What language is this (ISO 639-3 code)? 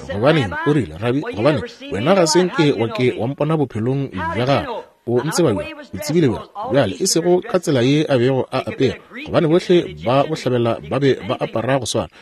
nso